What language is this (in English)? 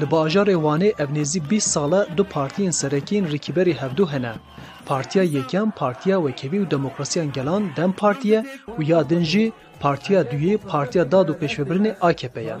Kurdish